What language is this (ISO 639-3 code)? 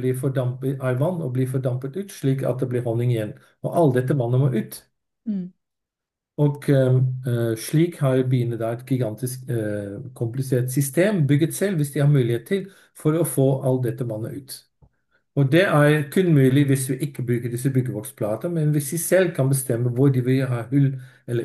nor